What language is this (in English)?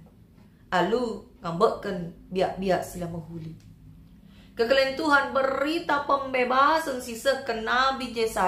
Batak Karo